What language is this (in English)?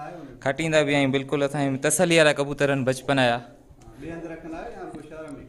Sindhi